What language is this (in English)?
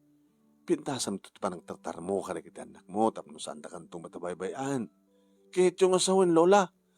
Iloko